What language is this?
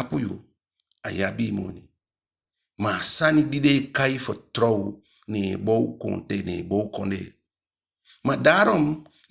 Eastern Maroon Creole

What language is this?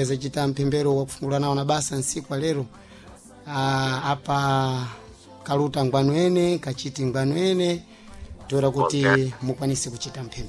Sena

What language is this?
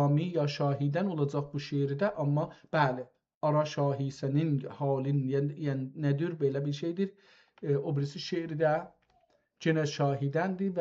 South Azerbaijani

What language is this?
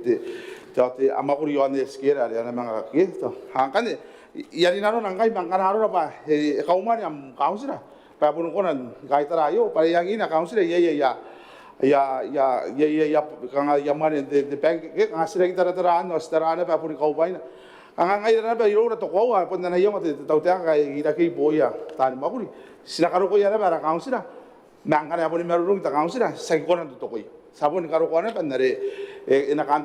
Gilbertese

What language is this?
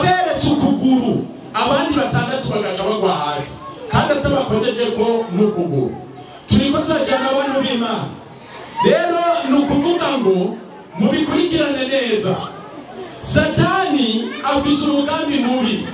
Rundi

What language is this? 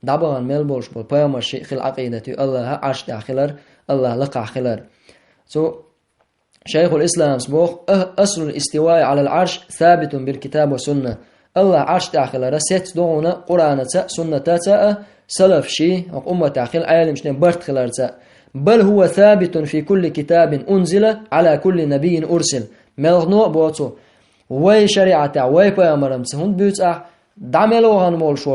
Chechen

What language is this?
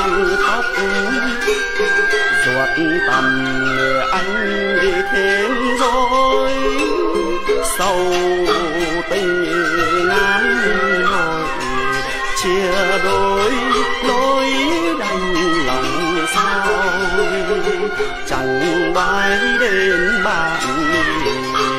Vietnamese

